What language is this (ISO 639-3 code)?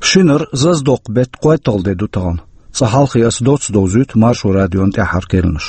che